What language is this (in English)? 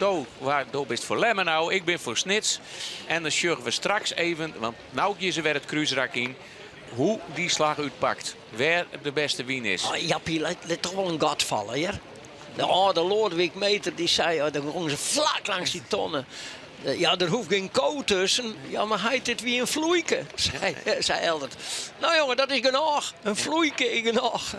Western Frisian